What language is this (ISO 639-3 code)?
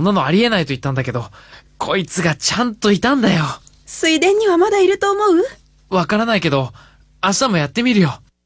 jpn